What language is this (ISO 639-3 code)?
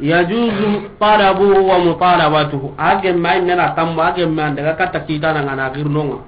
snk